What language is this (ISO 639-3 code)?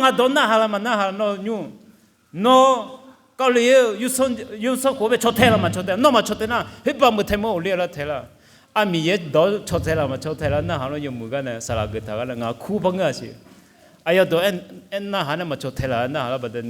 ahk